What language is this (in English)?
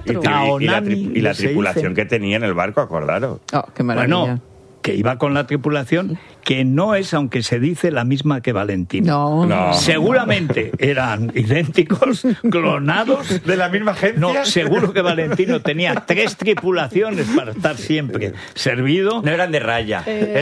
Spanish